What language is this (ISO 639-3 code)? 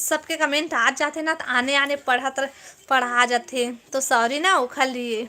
hne